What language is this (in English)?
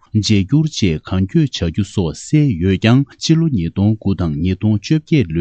Tibetan